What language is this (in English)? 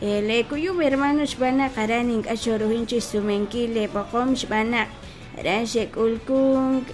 Kekchí